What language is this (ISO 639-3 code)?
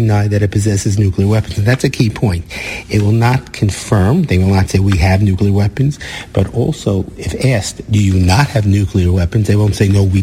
eng